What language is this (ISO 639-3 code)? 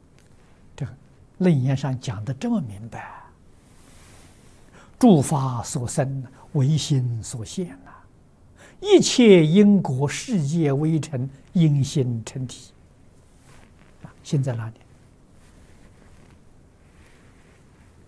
zho